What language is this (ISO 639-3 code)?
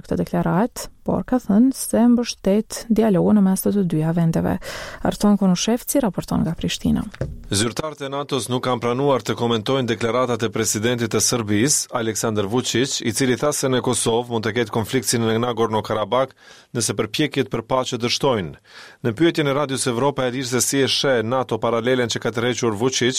sqi